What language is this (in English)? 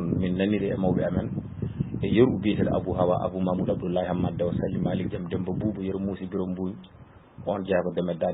Fula